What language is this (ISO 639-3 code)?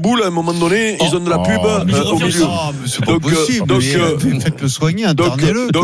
fra